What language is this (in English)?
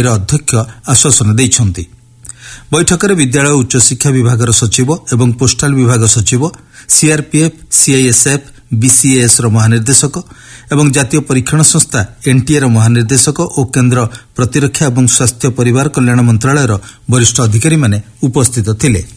Odia